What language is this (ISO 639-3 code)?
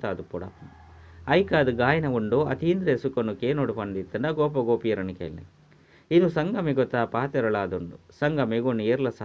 tcy